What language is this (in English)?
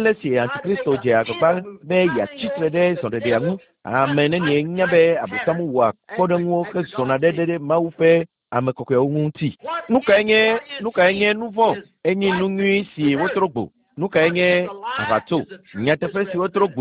Ewe